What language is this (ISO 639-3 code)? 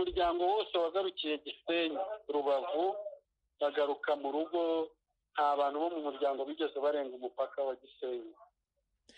kin